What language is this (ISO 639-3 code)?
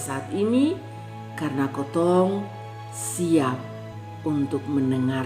mkn